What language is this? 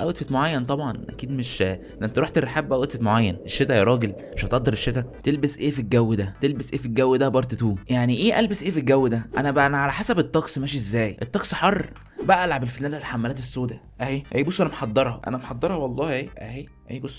Egyptian Arabic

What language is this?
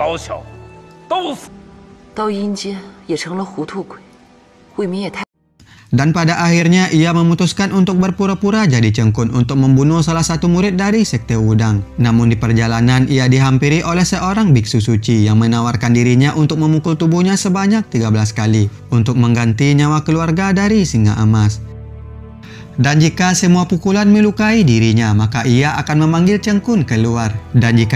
Indonesian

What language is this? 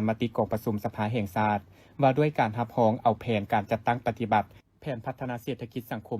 Lao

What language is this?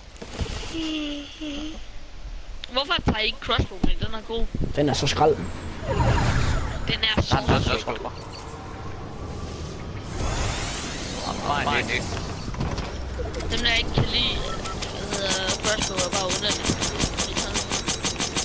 Danish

